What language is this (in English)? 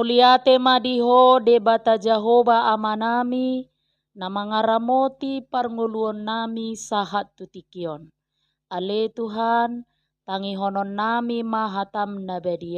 Batak Toba